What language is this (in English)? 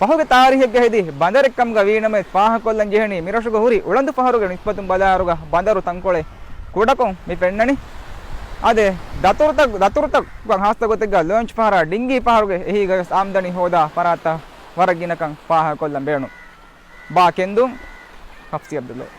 Divehi